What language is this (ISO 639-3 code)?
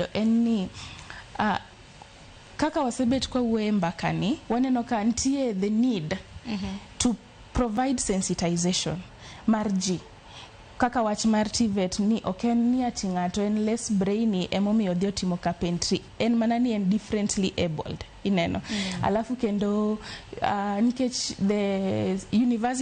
luo